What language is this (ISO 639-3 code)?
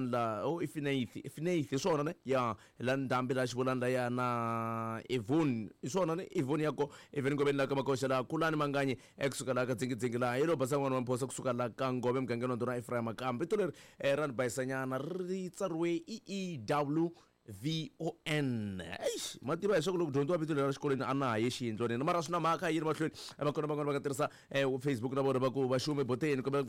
tso